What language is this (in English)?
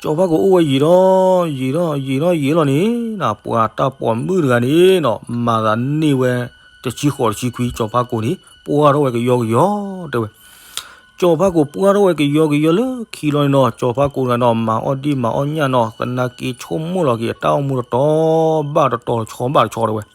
S'gaw Karen